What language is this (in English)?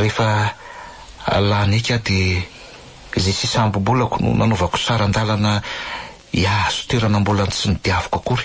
Malagasy